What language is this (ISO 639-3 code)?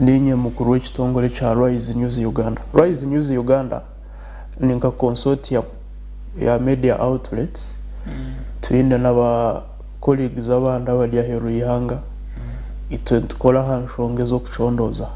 nyn